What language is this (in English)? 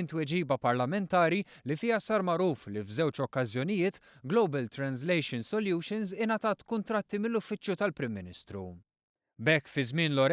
Maltese